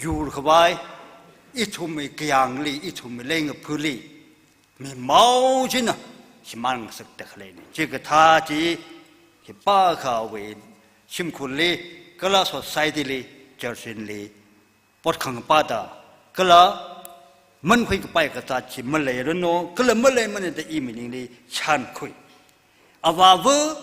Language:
Tangkhul Naga (India)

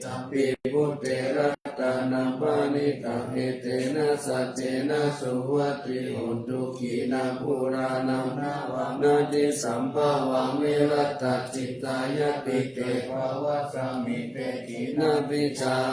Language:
Pali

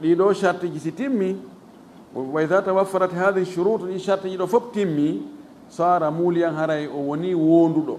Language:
Fula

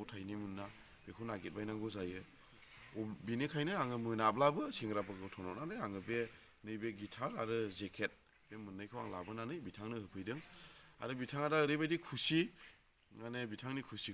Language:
Bodo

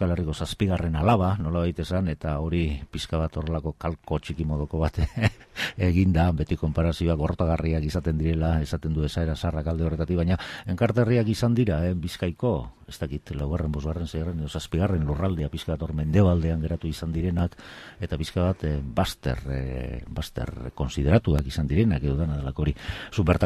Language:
Basque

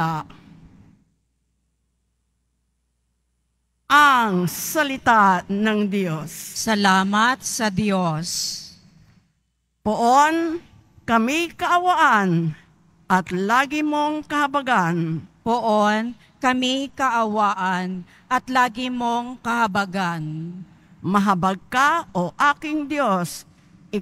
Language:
Filipino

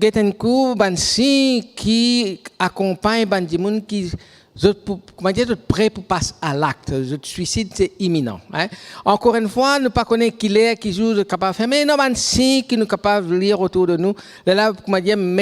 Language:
Morisyen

